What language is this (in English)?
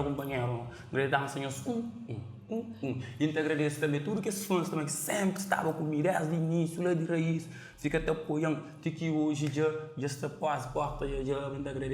Kabuverdianu